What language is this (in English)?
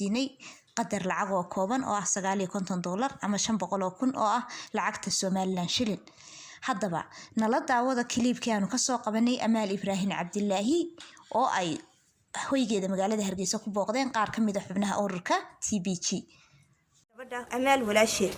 Somali